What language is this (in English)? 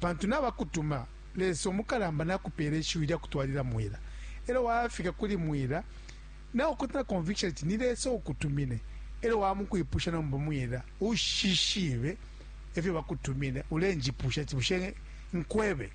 Bemba